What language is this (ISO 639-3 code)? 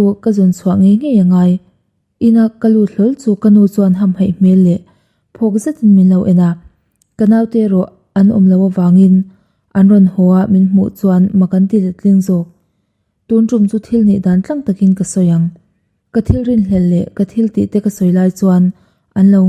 lus